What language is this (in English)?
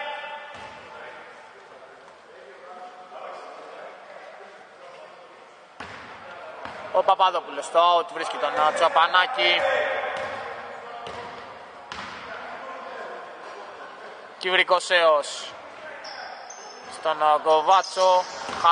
Greek